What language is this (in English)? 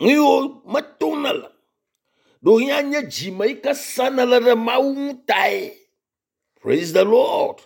Ewe